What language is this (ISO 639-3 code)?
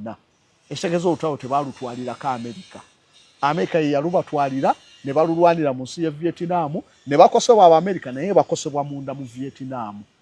lug